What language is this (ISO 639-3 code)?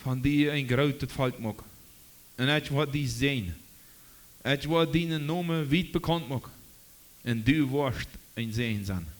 pdt